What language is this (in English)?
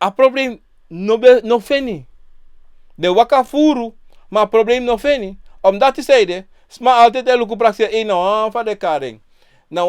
Sranan Tongo